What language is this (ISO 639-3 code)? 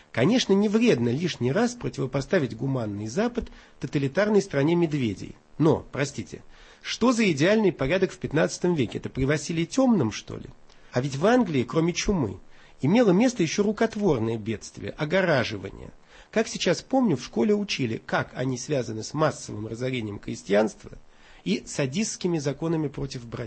rus